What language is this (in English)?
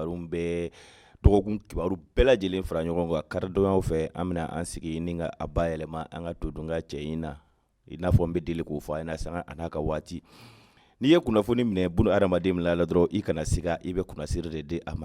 Bambara